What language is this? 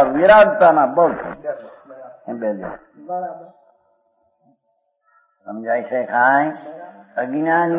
Gujarati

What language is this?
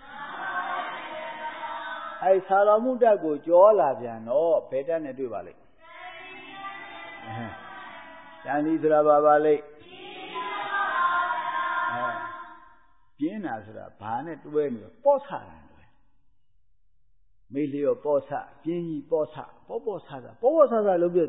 Burmese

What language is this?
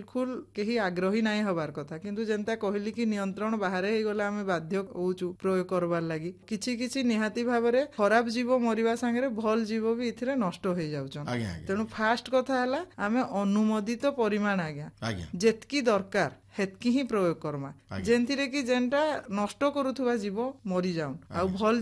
Odia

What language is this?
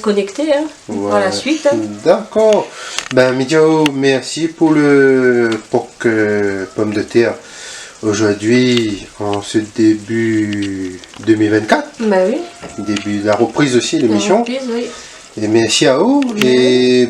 Réunion Creole French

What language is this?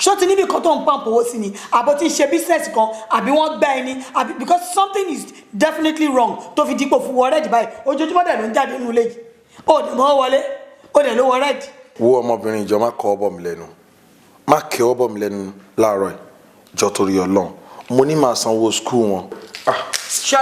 Yoruba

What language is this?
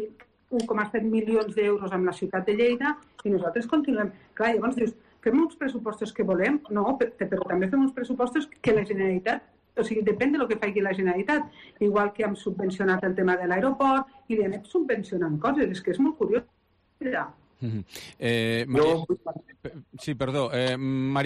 Catalan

